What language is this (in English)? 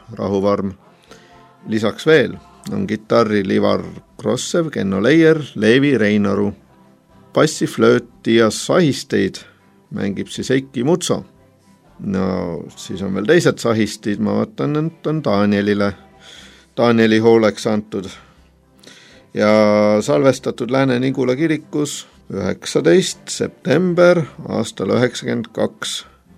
Estonian